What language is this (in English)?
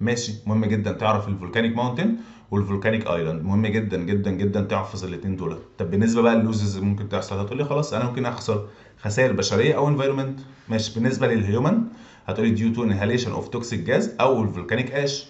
Egyptian Arabic